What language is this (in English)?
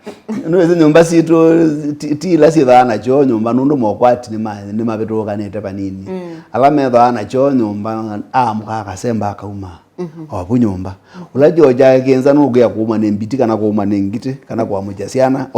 Kamba